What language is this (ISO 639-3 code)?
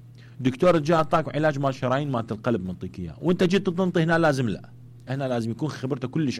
acm